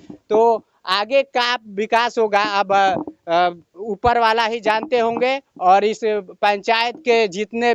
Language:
Bhojpuri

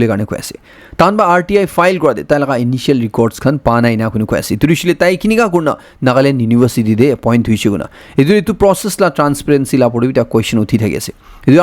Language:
Naga Pidgin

